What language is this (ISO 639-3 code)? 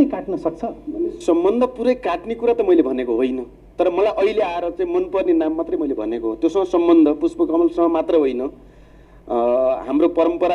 nep